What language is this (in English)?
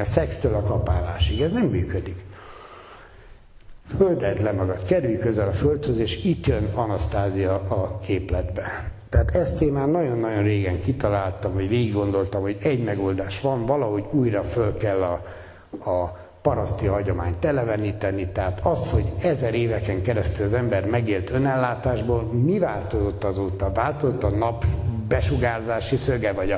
Hungarian